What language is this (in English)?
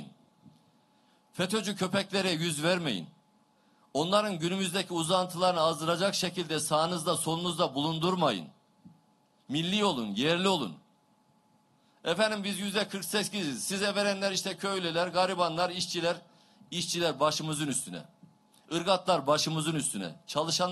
Turkish